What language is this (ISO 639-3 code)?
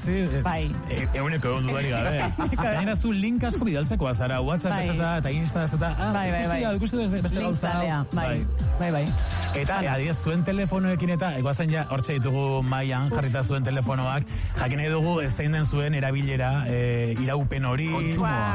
eus